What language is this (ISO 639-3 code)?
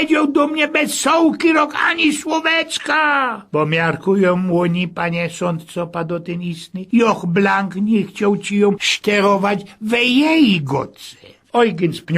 szl